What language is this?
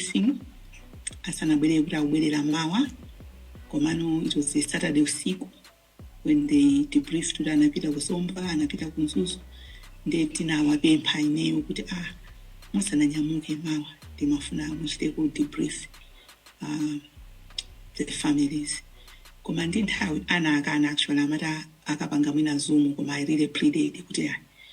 Nyanja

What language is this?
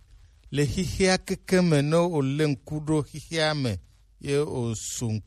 Gen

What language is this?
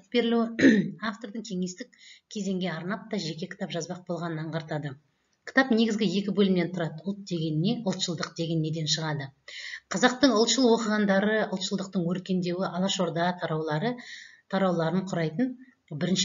Kazakh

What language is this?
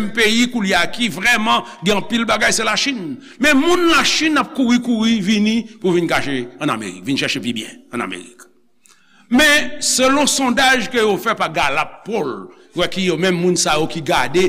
Haitian Creole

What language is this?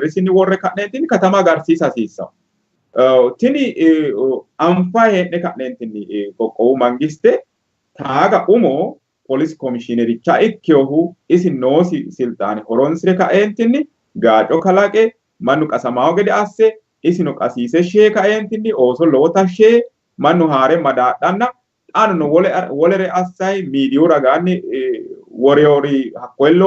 Sidamo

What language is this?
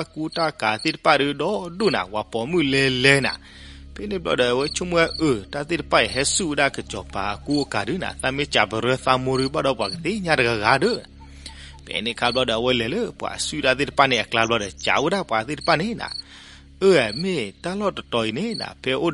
S'gaw Karen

